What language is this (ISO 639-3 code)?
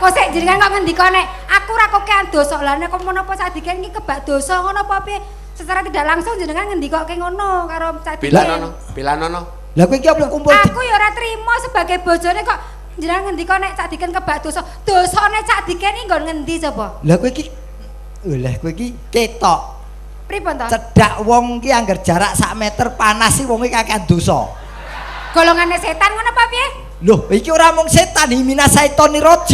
jav